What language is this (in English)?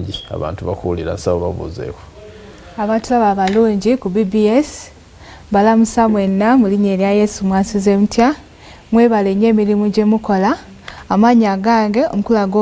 Ganda